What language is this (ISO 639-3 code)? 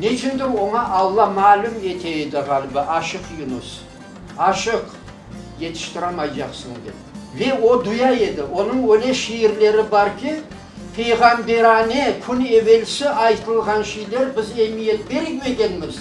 crh